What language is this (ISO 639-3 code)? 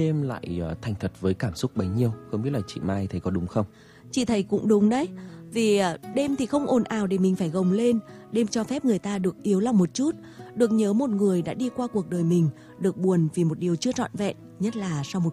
vie